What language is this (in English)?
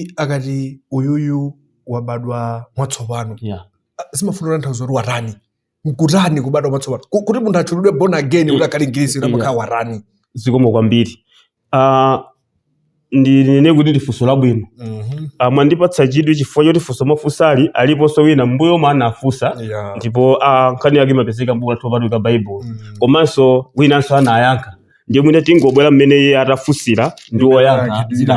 Nyanja